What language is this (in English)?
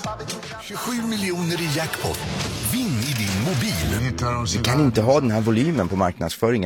Swedish